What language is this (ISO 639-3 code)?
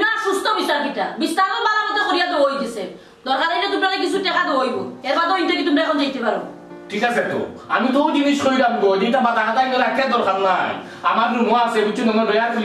syl